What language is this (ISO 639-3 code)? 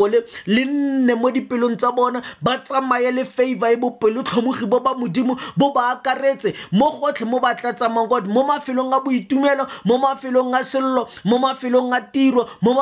tsn